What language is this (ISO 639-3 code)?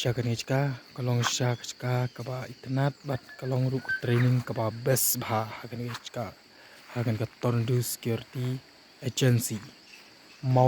kha